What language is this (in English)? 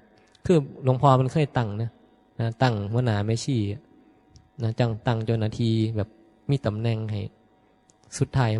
Northeastern Thai